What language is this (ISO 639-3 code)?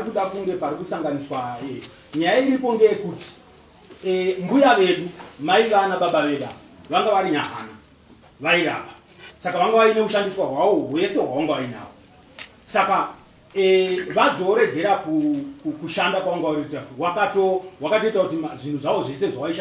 sna